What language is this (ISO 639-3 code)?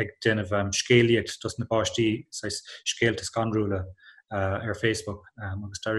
gle